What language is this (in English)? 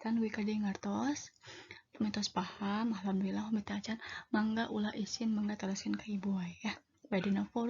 Sundanese